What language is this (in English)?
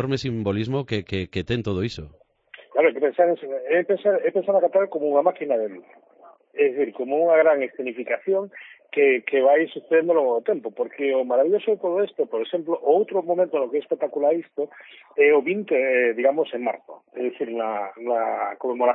Galician